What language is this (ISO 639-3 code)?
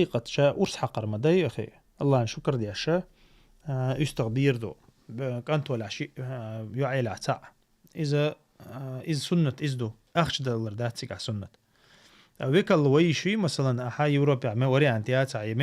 che